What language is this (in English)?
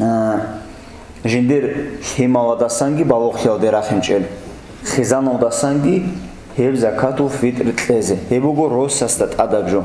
Avaric